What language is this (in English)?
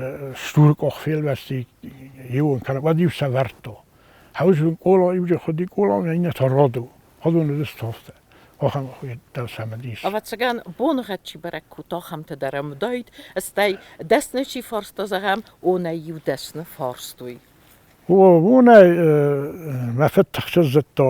Ossetic